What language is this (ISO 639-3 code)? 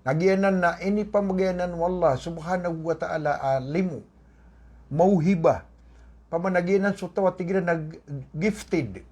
mrw